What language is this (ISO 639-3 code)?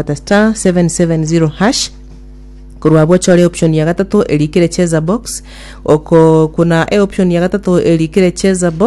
guz